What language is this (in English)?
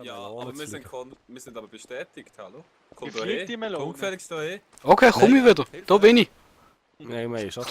Swiss German